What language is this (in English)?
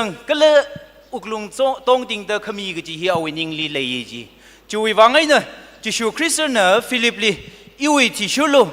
Tangkhul Naga (India)